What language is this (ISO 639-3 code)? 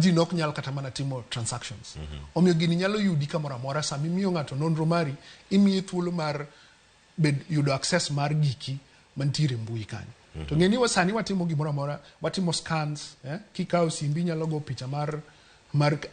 luo